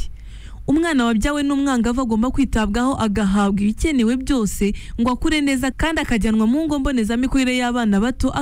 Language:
Kinyarwanda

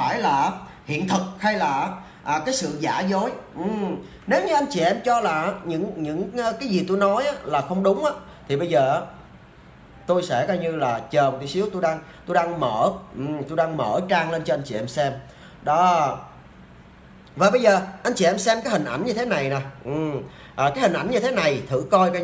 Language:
Vietnamese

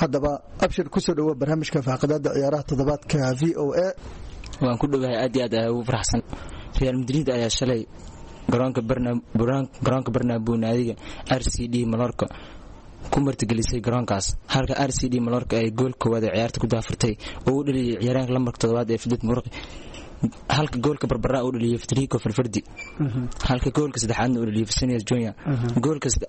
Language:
Somali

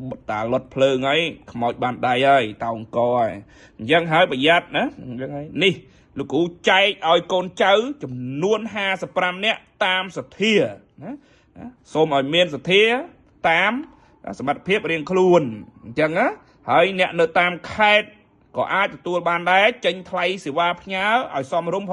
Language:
Khmer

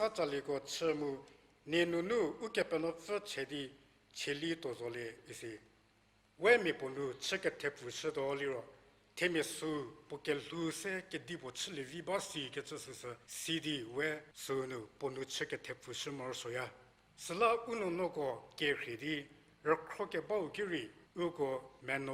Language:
Angami Naga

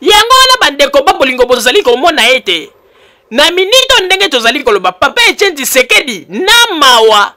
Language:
Lingala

